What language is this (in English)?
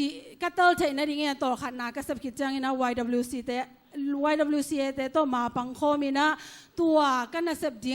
Tedim Chin